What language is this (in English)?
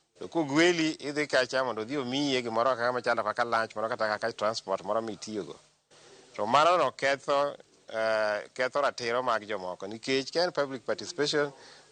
Luo (Kenya and Tanzania)